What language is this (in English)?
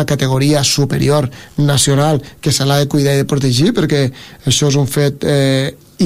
Catalan